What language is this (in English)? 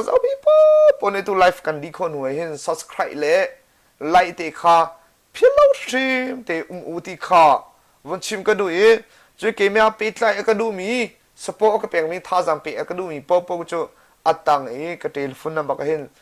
Hakha Chin